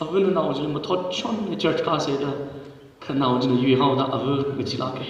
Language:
Tangkhul Naga (India)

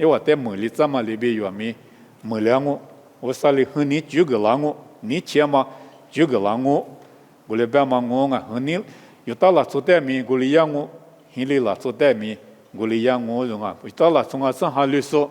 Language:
Lisu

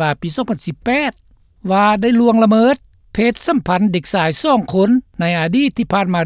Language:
Lao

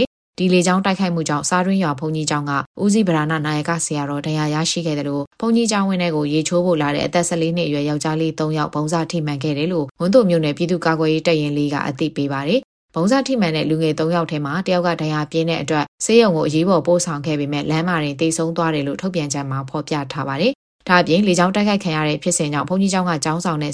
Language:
Burmese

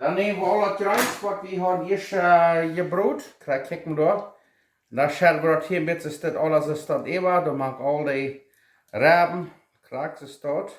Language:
Plautdietsch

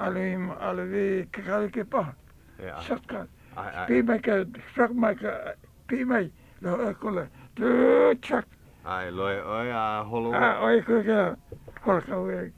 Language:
Hawaiian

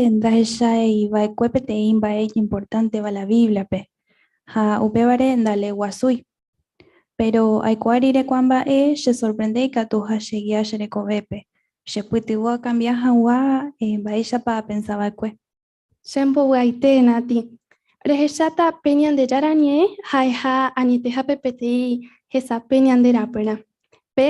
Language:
Guarani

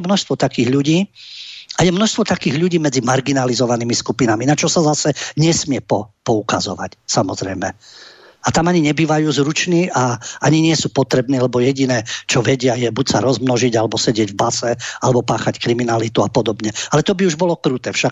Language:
Slovak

